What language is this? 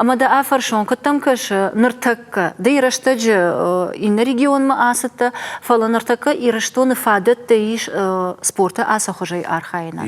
Ossetic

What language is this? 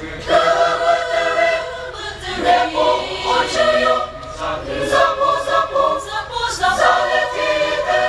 Chokri Naga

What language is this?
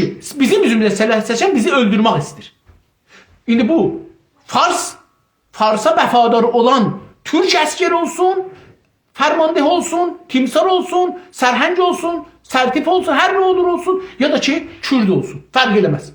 South Azerbaijani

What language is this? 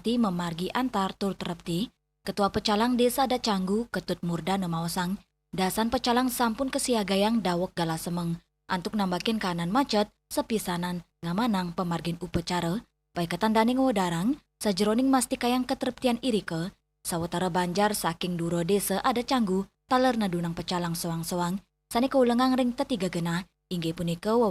Balinese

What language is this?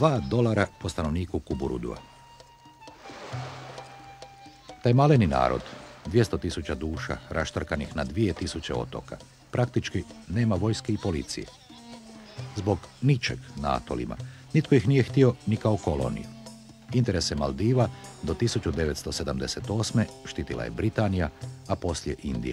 Croatian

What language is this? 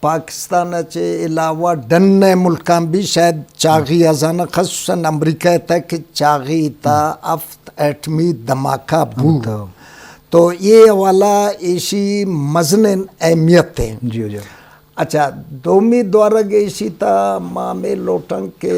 Eastern Balochi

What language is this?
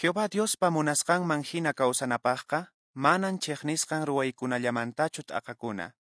Quechua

